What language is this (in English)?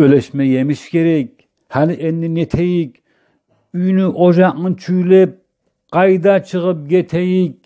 Kumyk